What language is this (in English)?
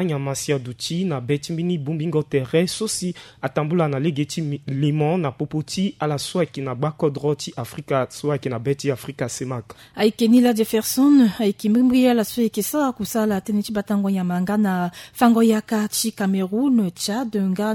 Sango